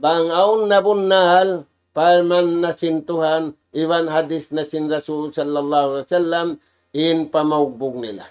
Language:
Tausug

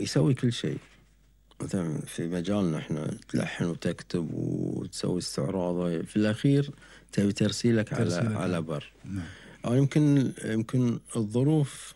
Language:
Gulf Arabic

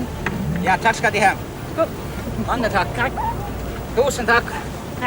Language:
Faroese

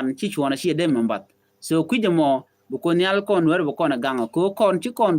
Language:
Nuer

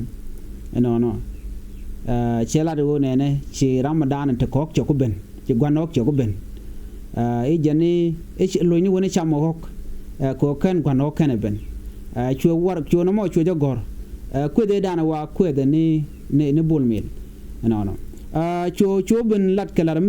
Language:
Nuer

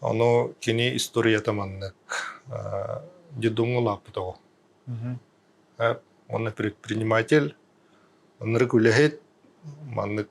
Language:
Yakut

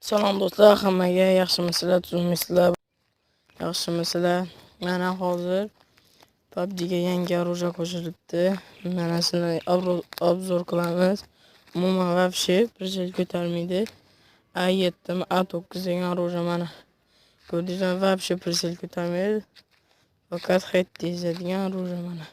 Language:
Uzbek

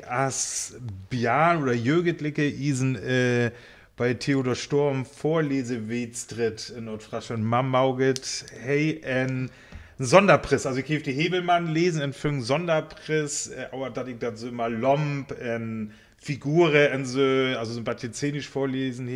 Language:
Northern Frisian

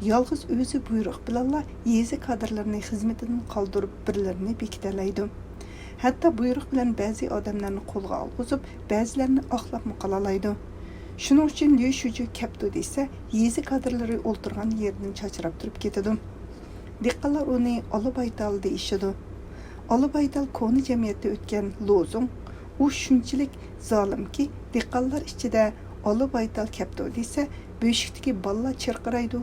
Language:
Uyghur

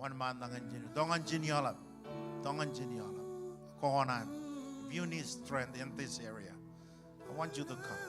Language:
Marshallese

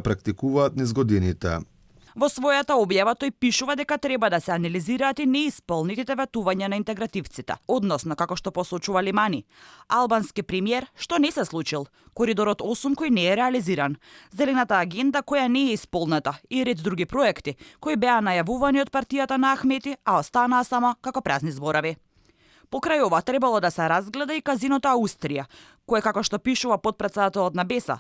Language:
Macedonian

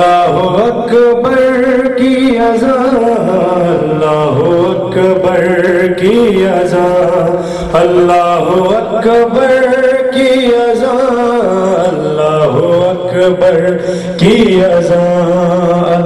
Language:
Urdu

